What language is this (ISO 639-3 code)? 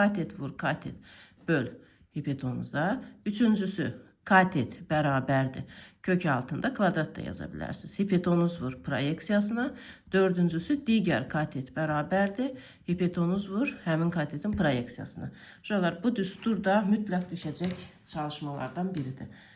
aze